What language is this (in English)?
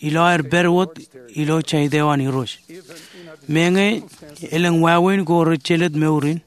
Marshallese